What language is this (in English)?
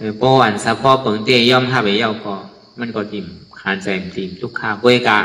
Shan